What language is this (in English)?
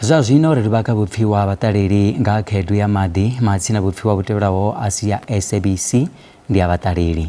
Venda